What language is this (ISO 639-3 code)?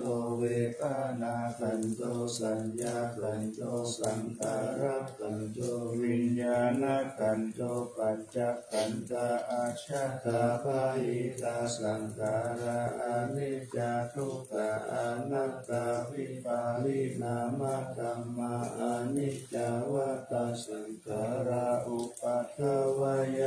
pli